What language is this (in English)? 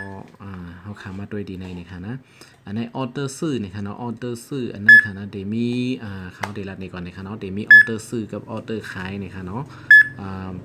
Shan